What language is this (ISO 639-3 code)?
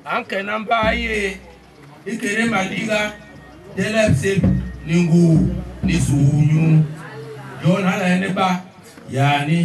bas